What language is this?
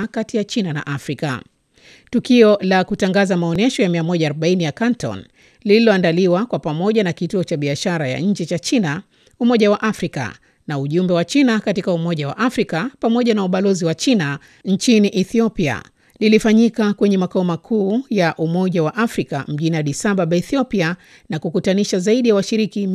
Swahili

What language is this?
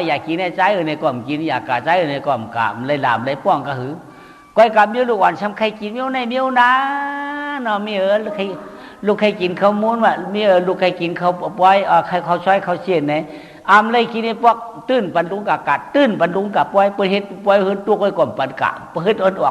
Shan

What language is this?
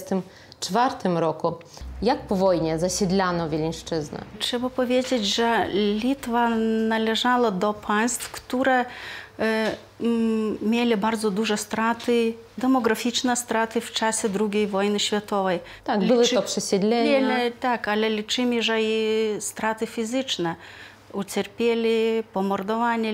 Polish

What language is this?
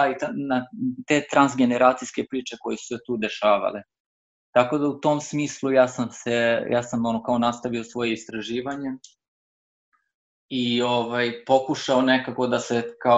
Serbian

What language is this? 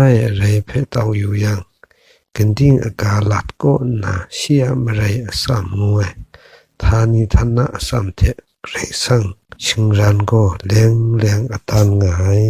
Kachin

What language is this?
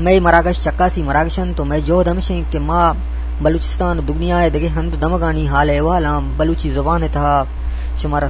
Eastern Balochi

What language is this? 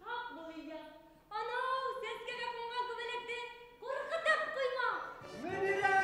Bashkir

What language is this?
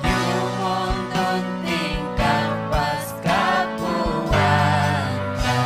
Ayacucho Quechua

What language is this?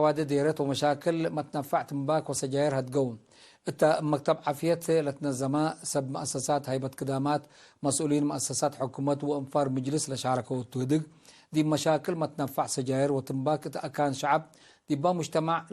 Tigre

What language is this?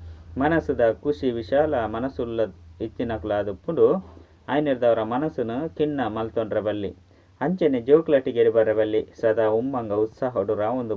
Tulu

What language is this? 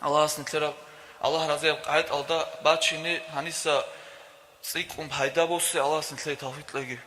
Avaric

